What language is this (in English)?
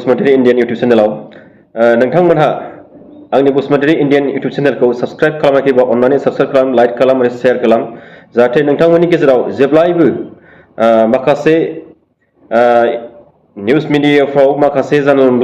Bodo